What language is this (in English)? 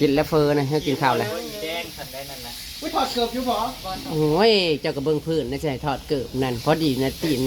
Northeastern Thai